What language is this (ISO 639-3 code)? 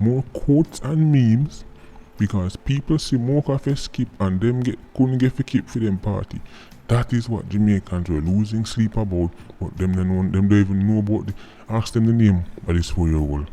jam